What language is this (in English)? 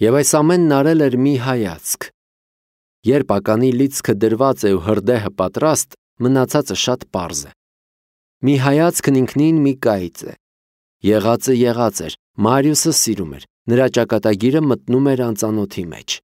Armenian